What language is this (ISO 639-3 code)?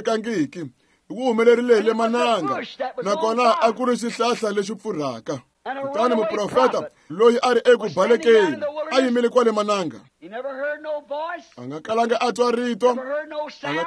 tso